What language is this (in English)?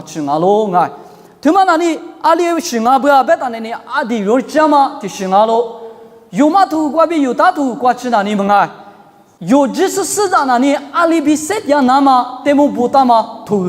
Lisu